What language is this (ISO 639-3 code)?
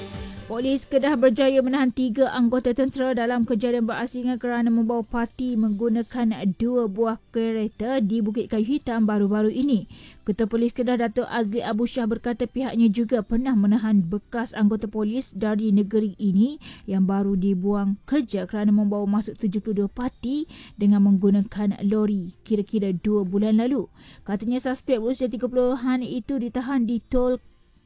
msa